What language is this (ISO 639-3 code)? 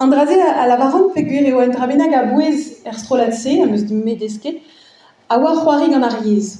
bre